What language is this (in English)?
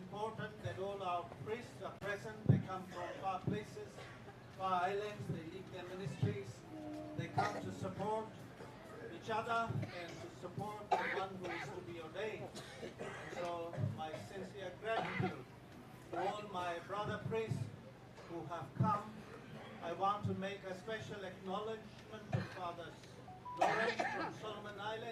Gilbertese